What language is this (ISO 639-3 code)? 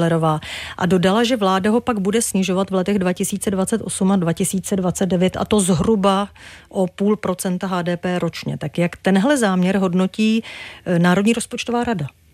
ces